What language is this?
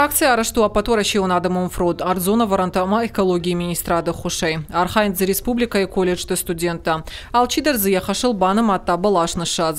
Ossetic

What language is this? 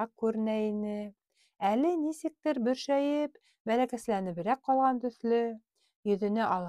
Bashkir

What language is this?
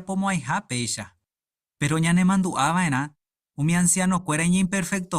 Guarani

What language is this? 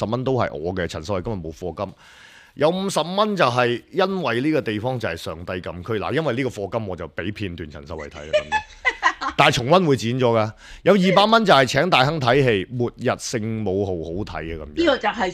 Cantonese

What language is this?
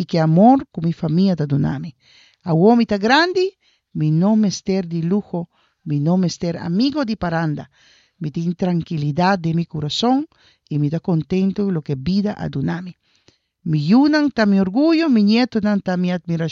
Papiamento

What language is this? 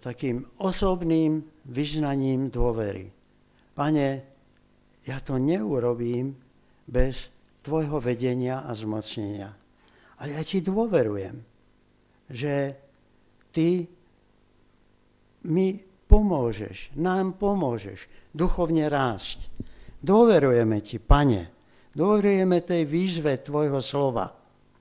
Slovak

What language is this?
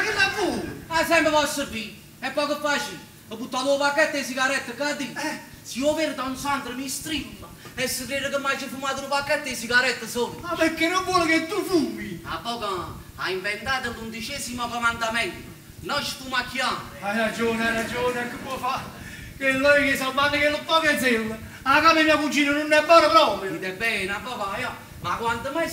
Neapolitan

